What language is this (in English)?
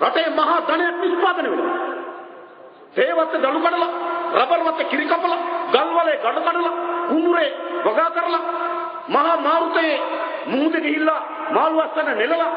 Sinhala